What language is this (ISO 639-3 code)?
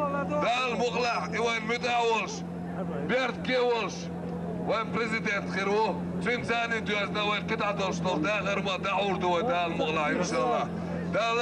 che